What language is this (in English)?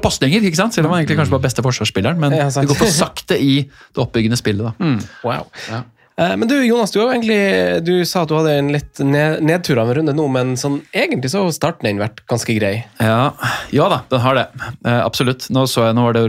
Norwegian